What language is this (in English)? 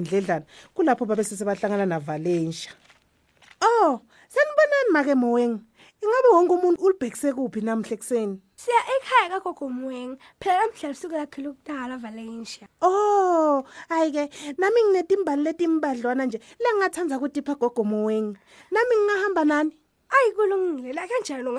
Swati